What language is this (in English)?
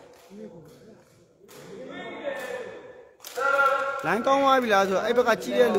Burmese